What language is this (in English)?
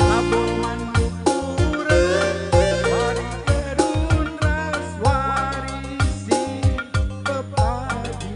Batak Karo